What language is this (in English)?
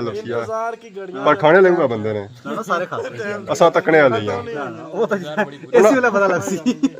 Pahari-Potwari